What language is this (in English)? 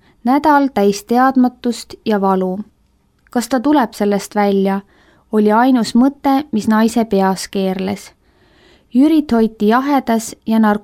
Estonian